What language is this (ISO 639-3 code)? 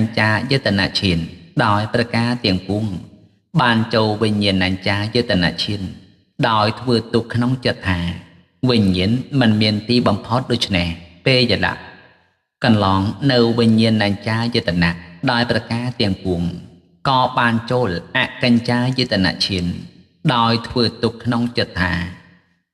khm